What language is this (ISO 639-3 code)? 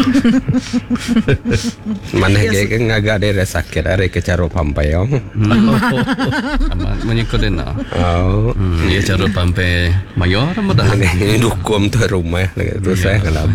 msa